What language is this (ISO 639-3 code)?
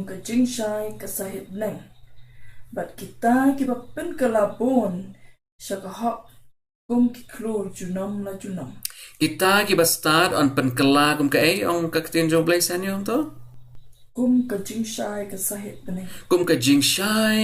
kha